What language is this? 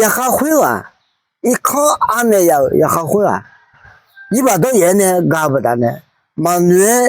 Akha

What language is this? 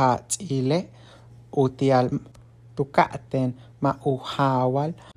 Yucateco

